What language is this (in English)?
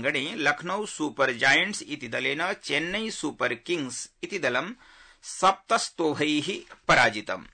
Sanskrit